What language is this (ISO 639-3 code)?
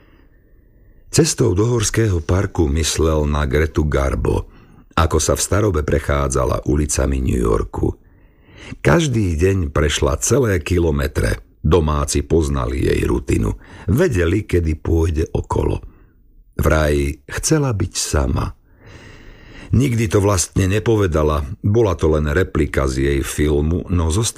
slk